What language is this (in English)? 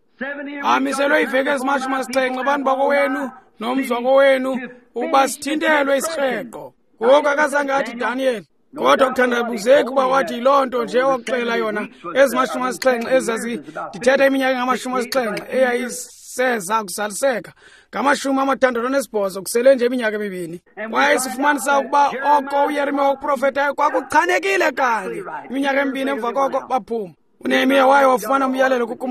Xhosa